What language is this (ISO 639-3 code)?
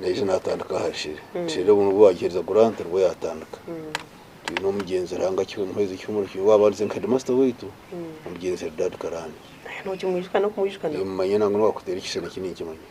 nyn